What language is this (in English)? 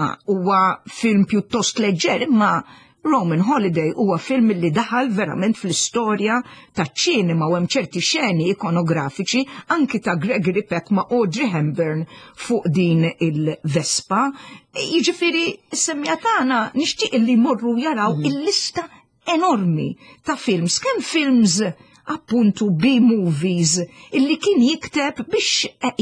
Maltese